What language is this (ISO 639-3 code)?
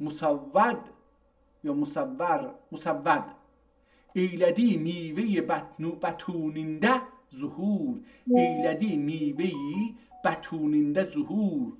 azb